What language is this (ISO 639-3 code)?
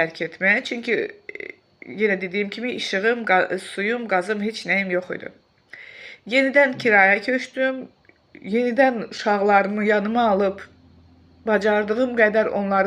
aze